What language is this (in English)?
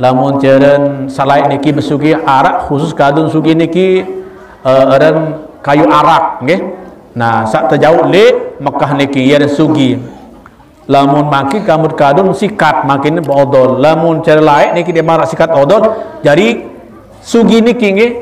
Sasak